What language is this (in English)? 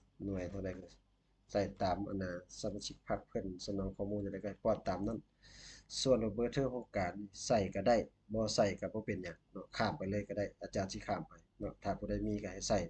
Lao